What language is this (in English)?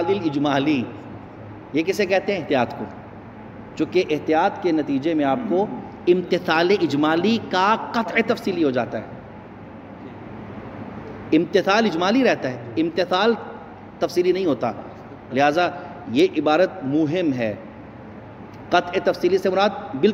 Urdu